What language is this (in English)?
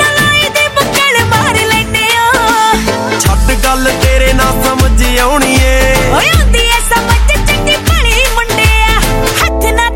Punjabi